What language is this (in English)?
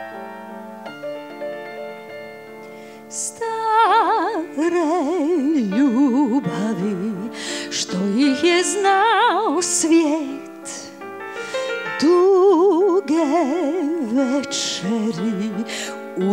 Croatian